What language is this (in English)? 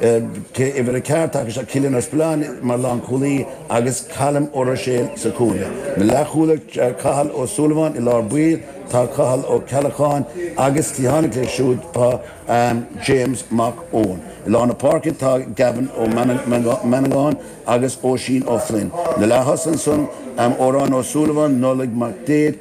Irish